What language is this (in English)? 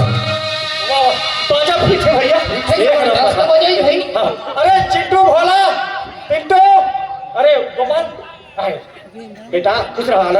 Chhattisgarhi